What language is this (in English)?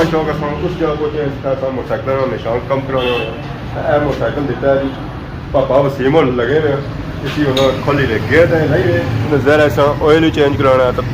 Pahari-Potwari